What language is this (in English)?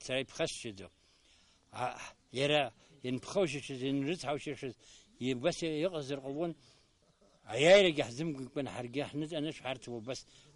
Abkhazian